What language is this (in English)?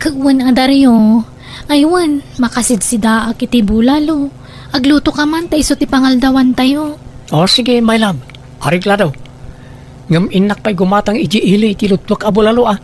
Iloko